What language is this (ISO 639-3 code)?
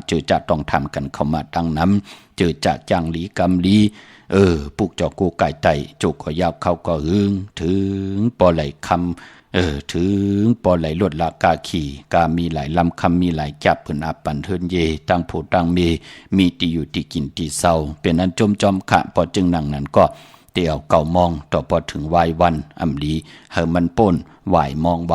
shn